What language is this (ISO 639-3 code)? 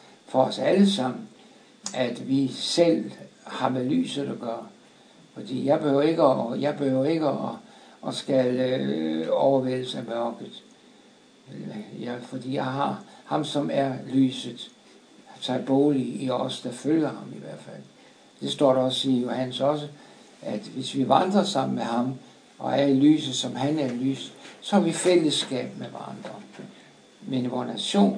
dan